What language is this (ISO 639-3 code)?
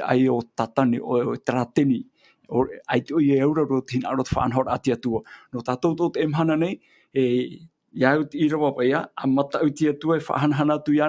tah